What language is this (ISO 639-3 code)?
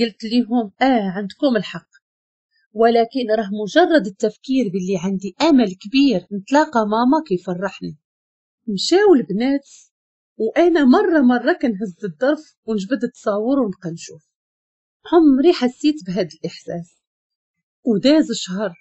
ary